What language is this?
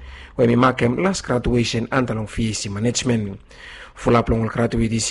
Bislama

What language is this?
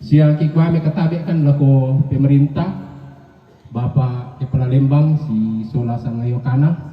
Toraja-Sa'dan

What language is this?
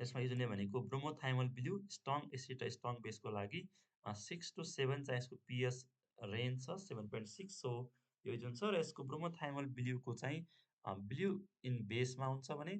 Nepali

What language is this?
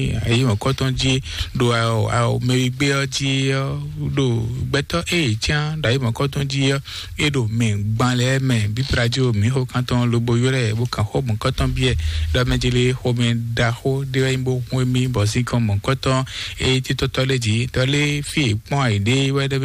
Fon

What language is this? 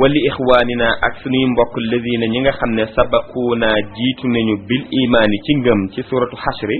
Wolof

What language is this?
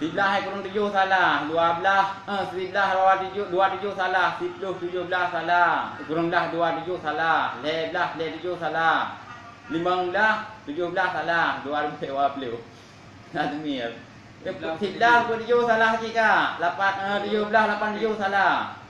Achinese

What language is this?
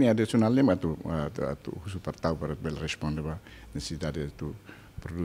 Tetum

